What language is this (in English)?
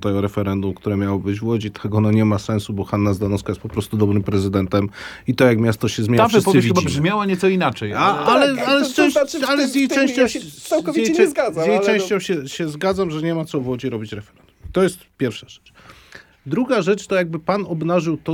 Polish